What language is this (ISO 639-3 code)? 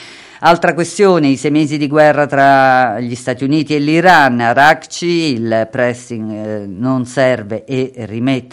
ita